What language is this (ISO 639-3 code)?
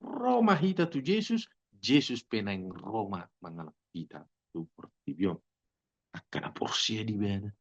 bbc